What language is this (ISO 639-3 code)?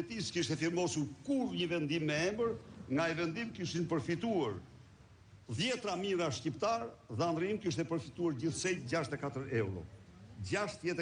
sqi